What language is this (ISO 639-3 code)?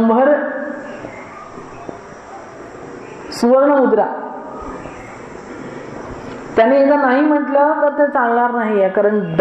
mar